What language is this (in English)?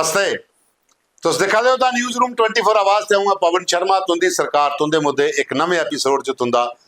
Dogri